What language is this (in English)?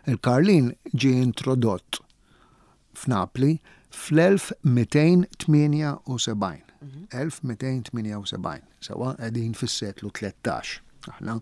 Maltese